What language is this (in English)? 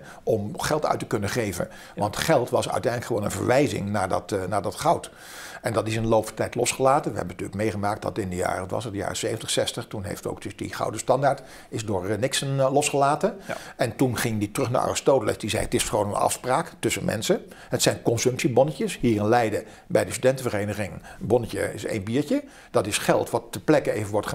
Dutch